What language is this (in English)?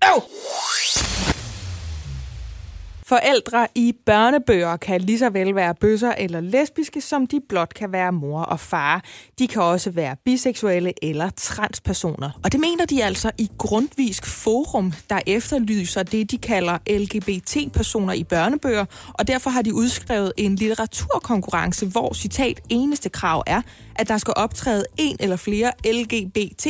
Danish